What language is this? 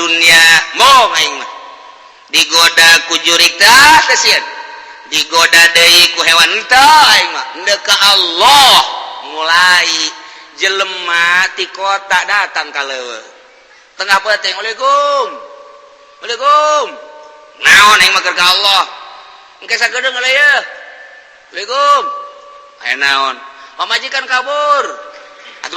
Sundanese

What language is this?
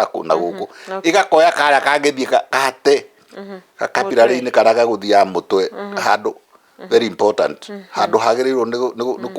Kikuyu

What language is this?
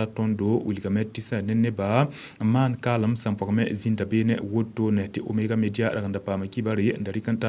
Mossi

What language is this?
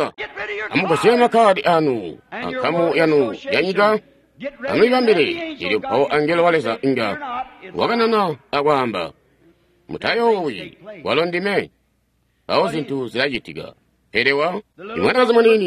Tonga (Zambia)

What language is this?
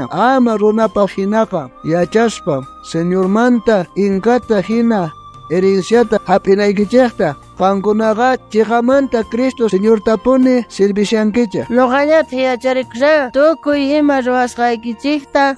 South Bolivian Quechua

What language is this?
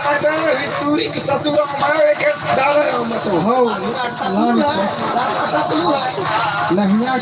Chhattisgarhi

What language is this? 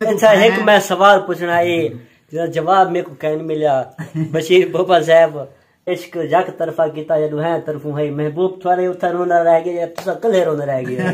Saraiki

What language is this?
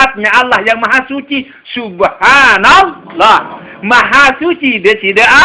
Sasak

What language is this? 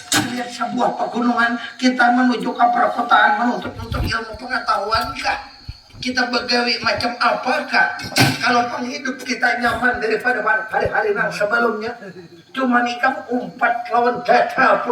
Banjar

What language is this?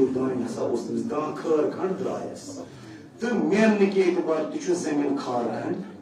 Kashmiri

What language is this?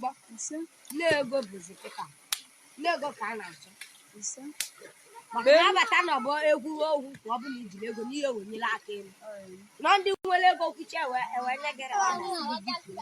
Igbo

